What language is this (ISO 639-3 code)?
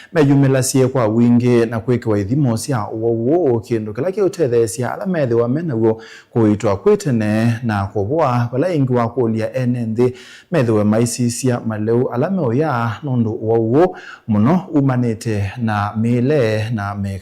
kam